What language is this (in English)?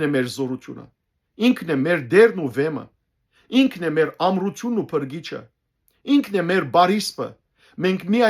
Western Armenian